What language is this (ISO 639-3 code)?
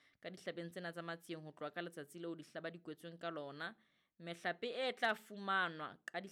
sot